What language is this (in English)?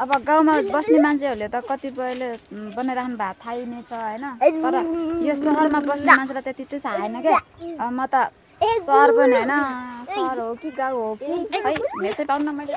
Nepali